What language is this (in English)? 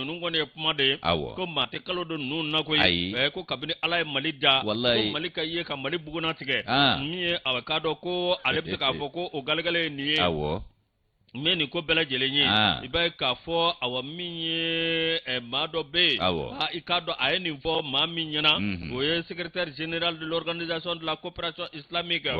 Bambara